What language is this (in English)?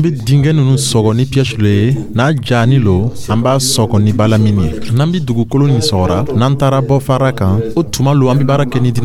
Dyula